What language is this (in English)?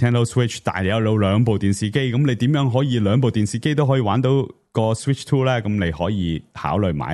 Cantonese